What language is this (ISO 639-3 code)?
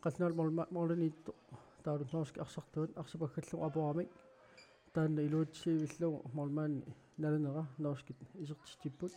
kal